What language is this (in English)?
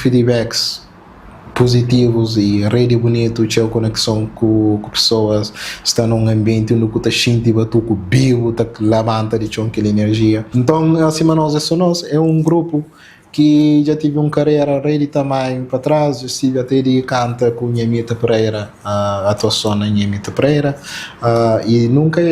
Kabuverdianu